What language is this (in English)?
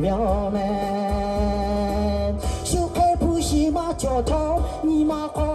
Lahu